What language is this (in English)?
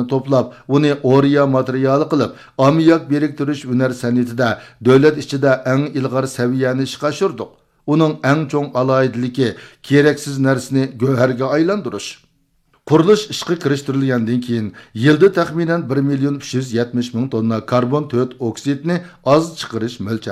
Uyghur